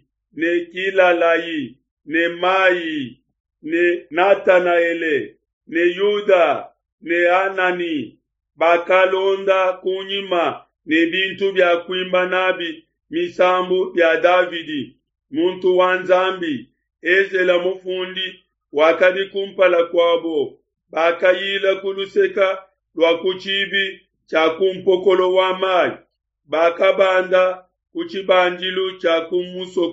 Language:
Luba-Lulua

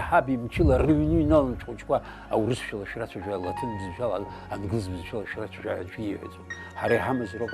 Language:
Abkhazian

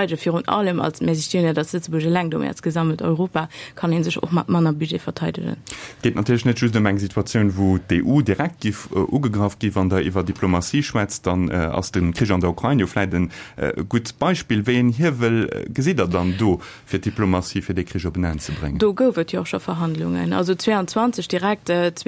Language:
Luxembourgish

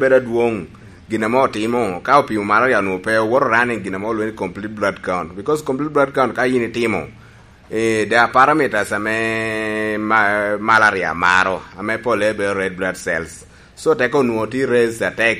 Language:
Lango (Uganda)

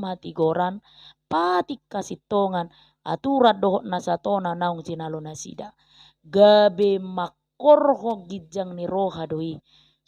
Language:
Batak Toba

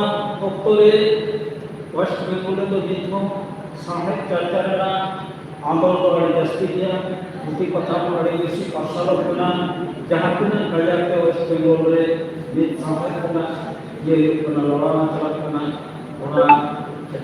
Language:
Santali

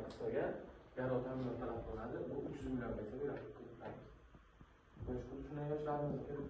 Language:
Uzbek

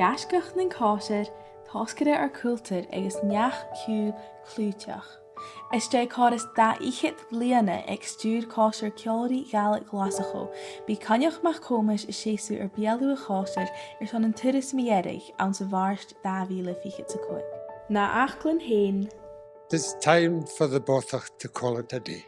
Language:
Scottish Gaelic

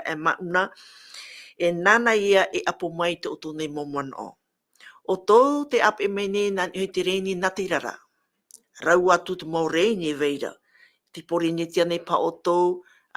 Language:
Tahitian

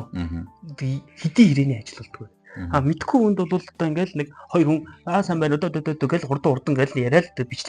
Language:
Mongolian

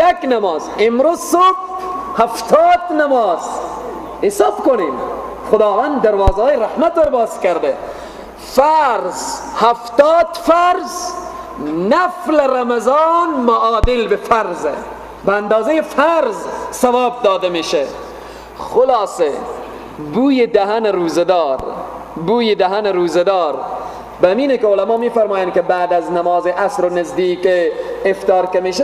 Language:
Persian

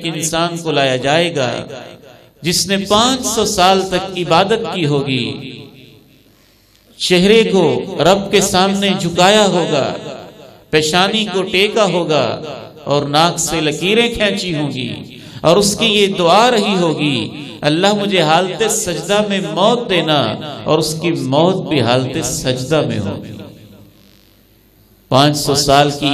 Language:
Urdu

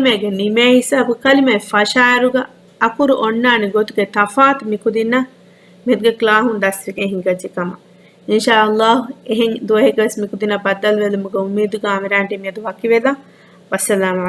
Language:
Divehi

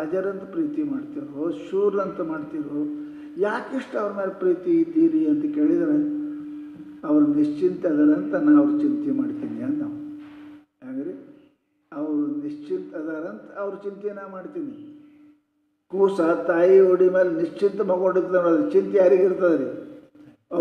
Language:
Kannada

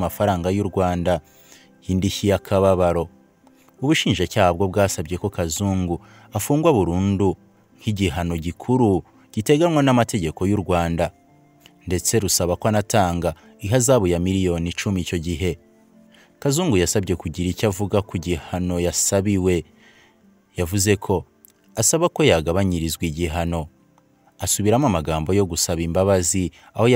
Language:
Kinyarwanda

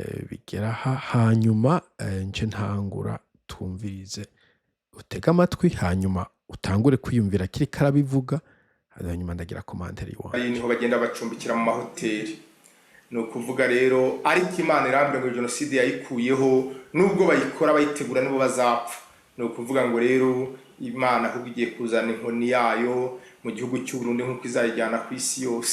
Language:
Rundi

